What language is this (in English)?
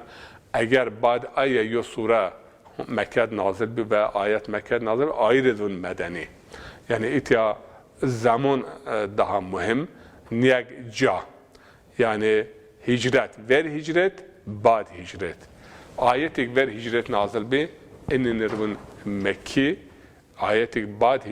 Zaza